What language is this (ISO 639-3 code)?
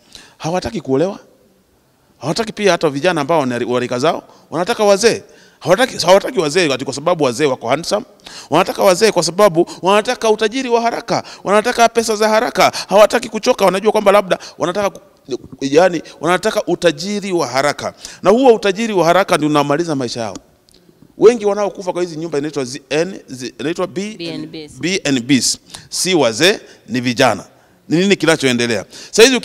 swa